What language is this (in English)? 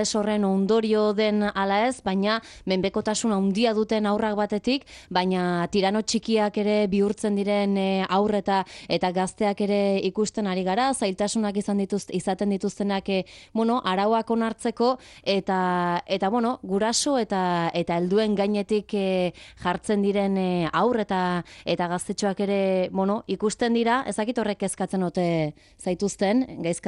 Basque